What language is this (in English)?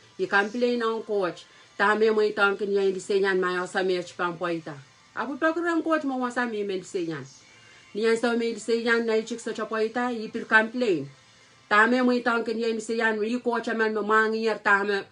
Pohnpeian